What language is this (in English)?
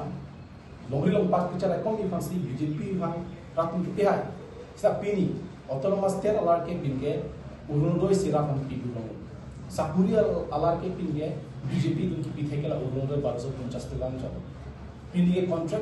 Karbi